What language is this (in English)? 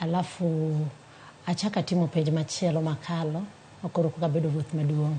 Luo (Kenya and Tanzania)